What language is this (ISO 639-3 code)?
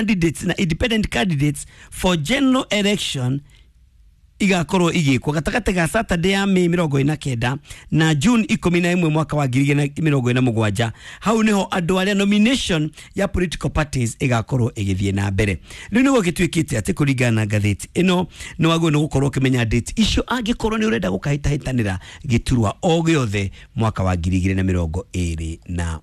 kik